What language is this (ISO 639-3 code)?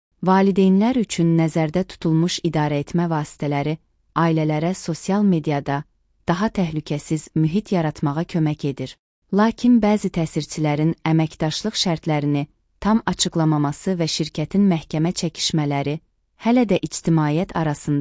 aze